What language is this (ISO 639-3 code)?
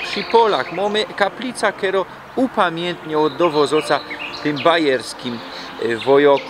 szl